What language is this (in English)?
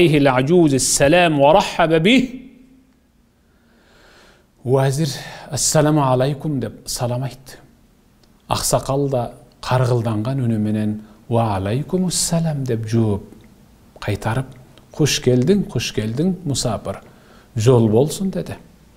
Kyrgyz